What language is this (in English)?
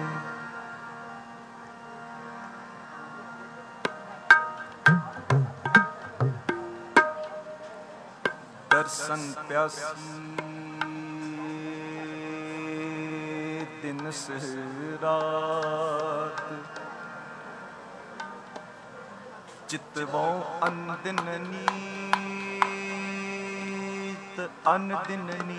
Punjabi